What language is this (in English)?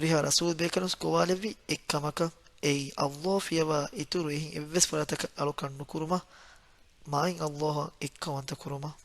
Divehi